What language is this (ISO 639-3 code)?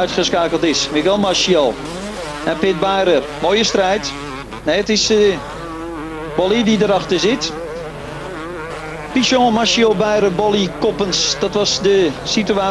nld